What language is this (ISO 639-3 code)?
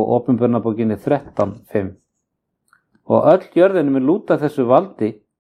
isl